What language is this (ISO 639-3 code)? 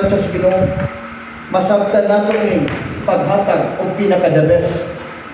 ceb